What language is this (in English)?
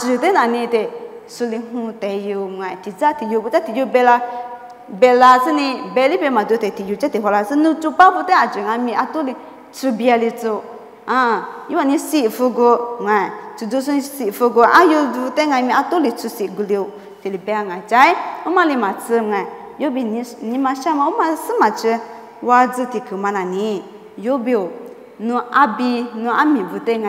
Lisu